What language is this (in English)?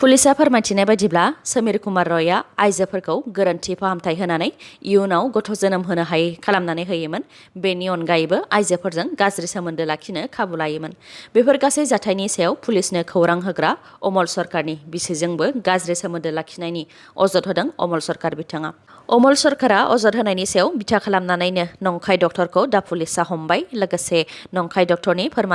Bodo